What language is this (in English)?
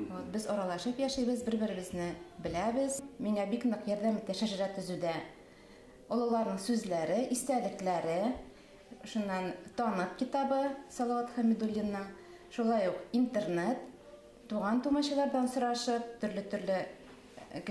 Bashkir